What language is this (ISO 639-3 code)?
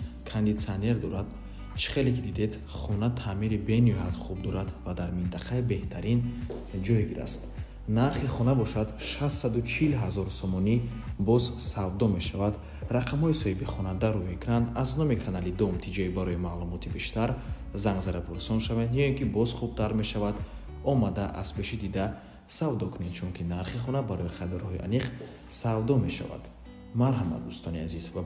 tgk